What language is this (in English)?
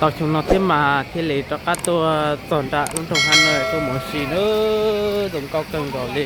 Hmong